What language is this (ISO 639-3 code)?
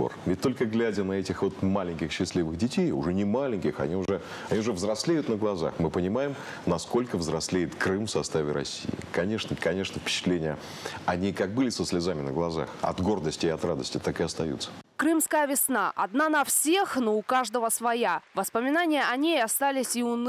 rus